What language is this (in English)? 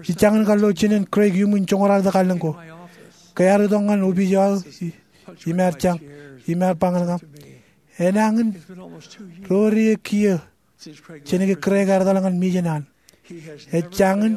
Marshallese